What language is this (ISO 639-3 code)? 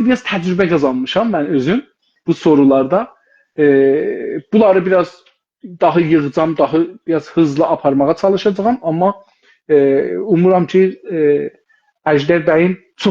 azb